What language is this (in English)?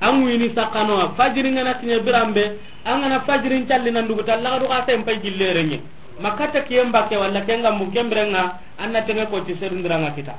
Soninke